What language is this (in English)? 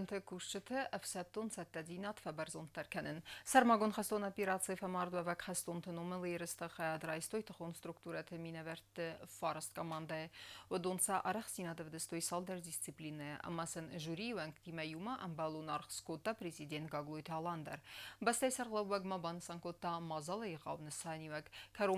Ossetic